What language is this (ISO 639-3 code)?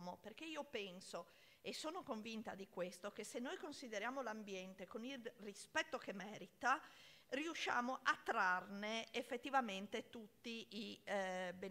ita